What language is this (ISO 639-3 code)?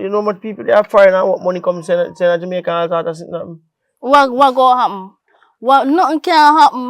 jam